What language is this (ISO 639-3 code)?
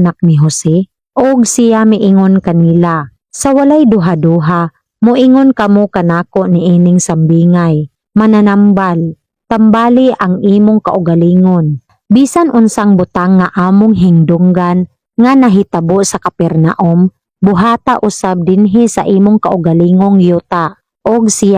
ceb